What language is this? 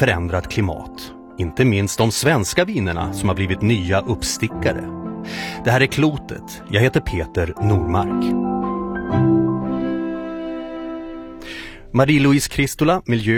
Swedish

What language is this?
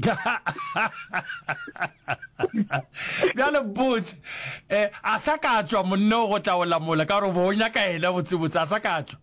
Northern Sotho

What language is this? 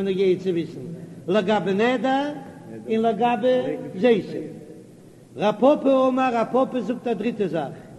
Yiddish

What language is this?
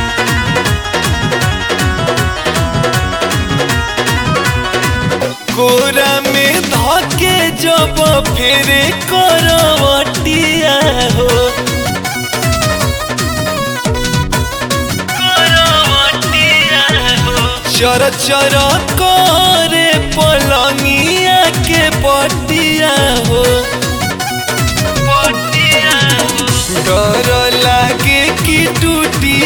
Bhojpuri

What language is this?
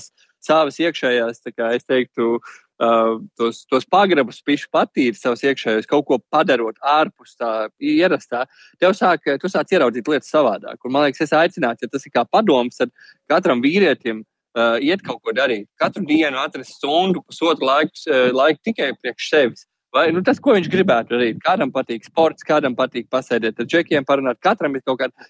Latvian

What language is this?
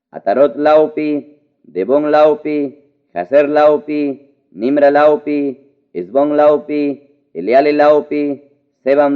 Ayacucho Quechua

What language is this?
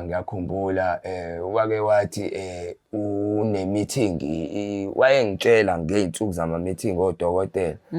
Zulu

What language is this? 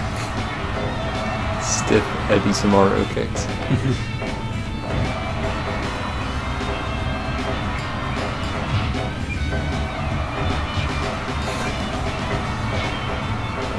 English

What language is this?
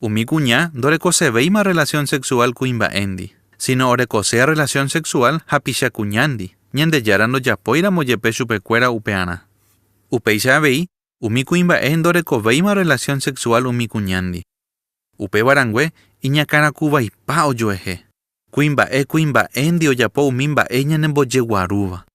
Guarani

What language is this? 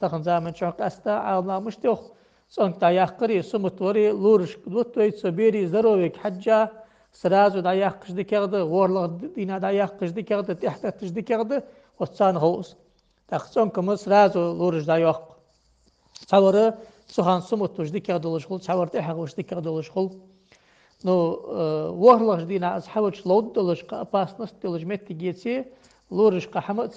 Ingush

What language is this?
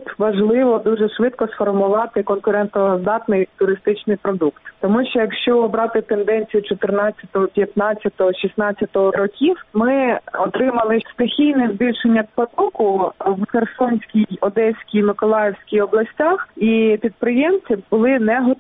Ukrainian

